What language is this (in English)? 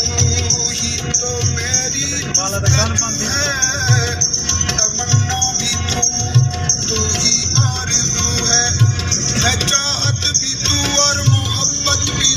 Saraiki